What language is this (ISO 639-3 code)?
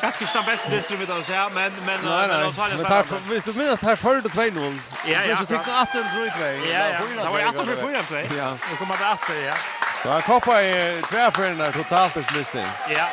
fao